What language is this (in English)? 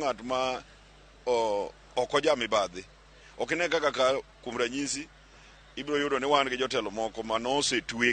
Luo (Kenya and Tanzania)